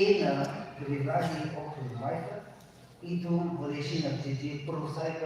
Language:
Tangkhul Naga (India)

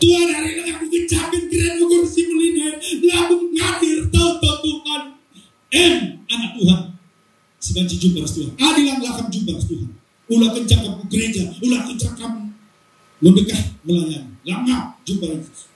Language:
Batak Karo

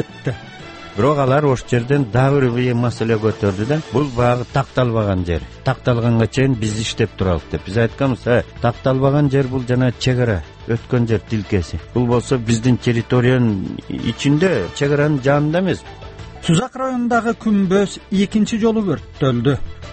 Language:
Kyrgyz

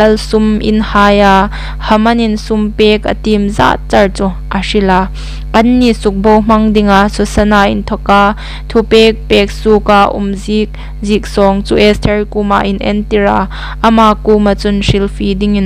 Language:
Hmar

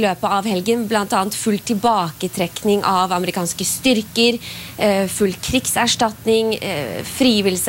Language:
Norwegian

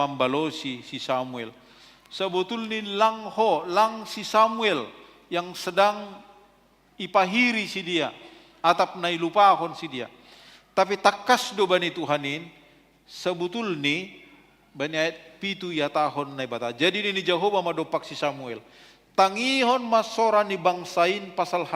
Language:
Batak Simalungun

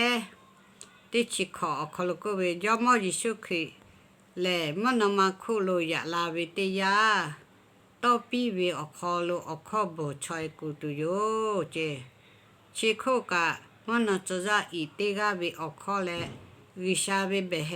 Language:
Lahu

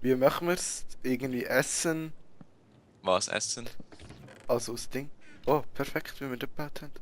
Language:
Swiss German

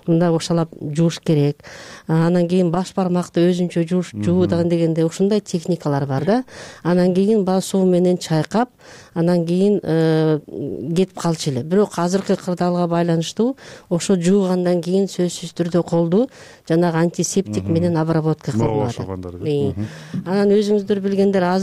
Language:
Kyrgyz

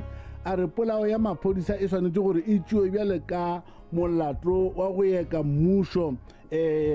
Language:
Northern Sotho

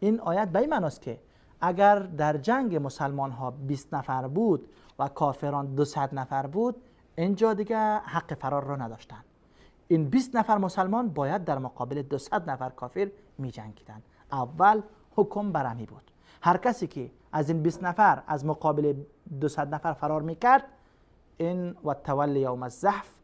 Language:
Persian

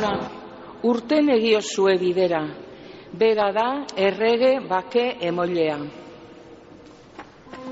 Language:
Basque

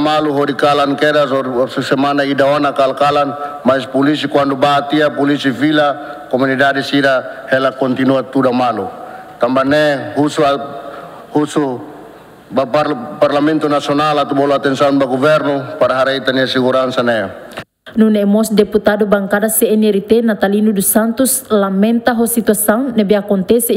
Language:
Tetum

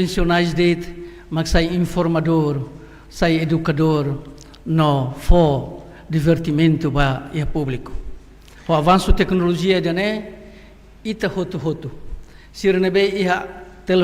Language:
Tetum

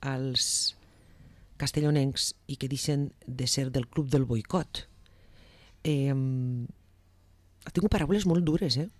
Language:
Catalan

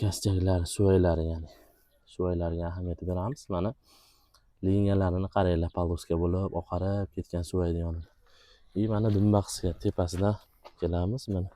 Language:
Uzbek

